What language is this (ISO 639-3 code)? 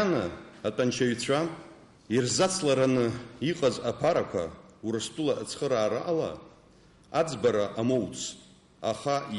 abk